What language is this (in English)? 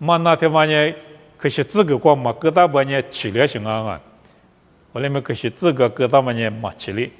Lisu